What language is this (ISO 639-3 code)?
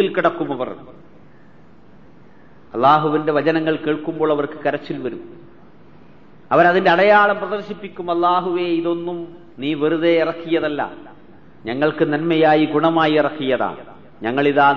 mal